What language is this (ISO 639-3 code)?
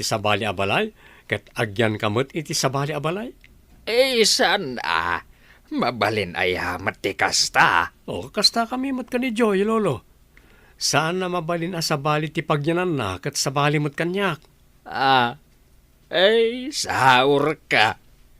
ilo